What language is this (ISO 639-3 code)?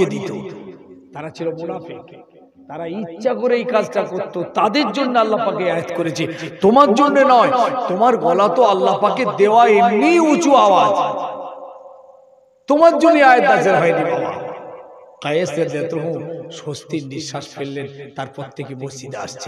ben